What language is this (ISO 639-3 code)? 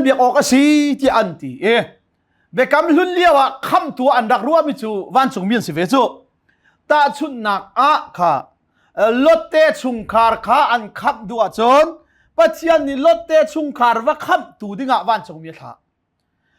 cnh